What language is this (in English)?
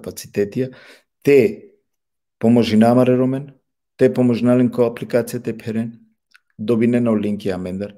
Balkan Romani